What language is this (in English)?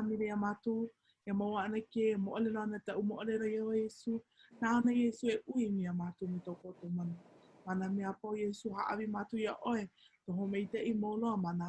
Hawaiian